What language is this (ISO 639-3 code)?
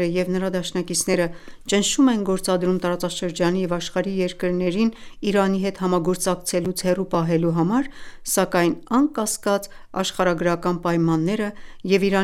hye